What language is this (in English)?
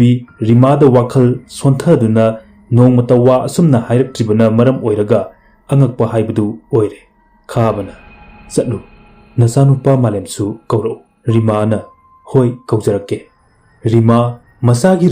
Manipuri